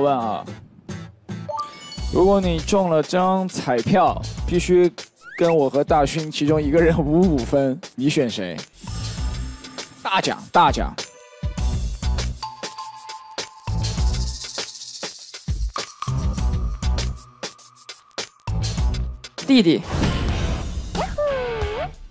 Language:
Chinese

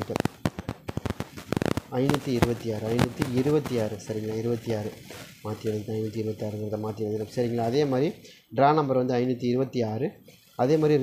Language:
Tamil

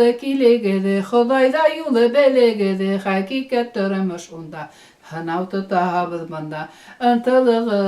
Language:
Bashkir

